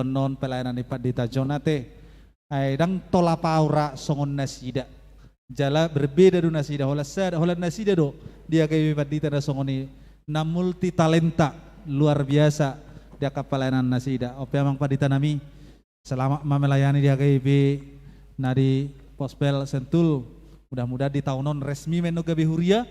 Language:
Batak Toba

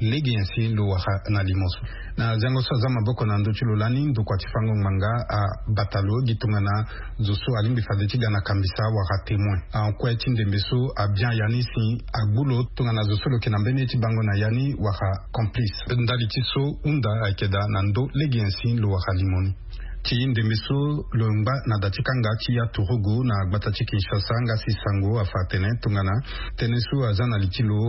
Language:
Sango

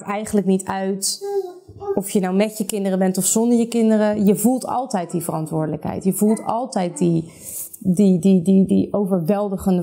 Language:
Dutch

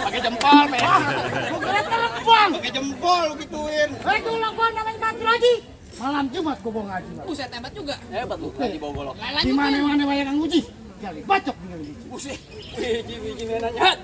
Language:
Betawi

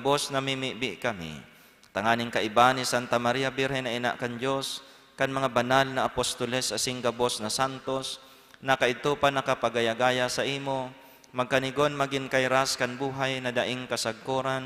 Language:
Bikol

